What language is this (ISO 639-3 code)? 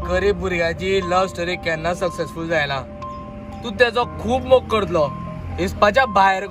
kok